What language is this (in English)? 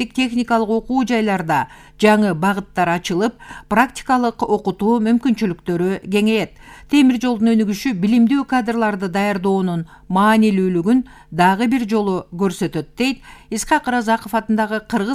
Kyrgyz